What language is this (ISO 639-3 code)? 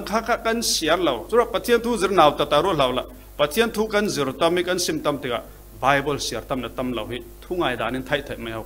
cfm